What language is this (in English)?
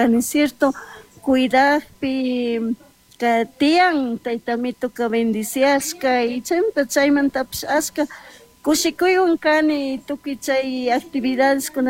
Chimborazo Highland Quichua